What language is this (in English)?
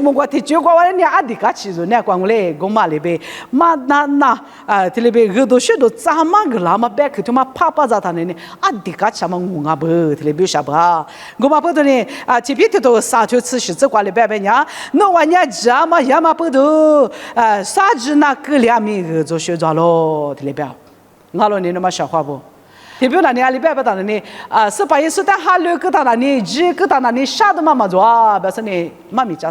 Lisu